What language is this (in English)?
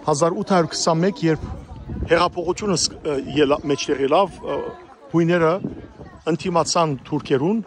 Western Armenian